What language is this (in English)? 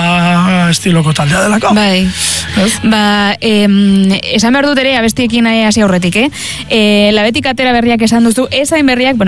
Basque